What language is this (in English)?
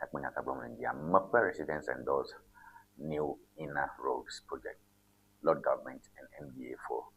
Ewe